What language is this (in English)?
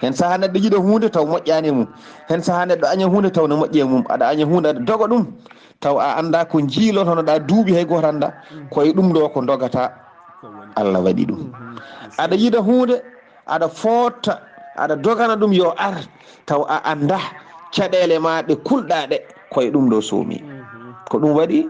Fula